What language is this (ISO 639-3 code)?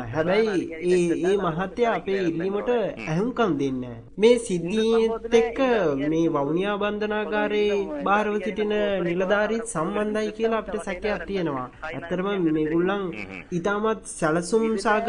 sin